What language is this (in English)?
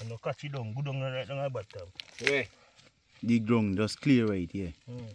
Jamaican Creole English